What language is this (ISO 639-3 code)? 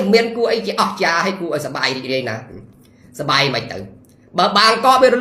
khm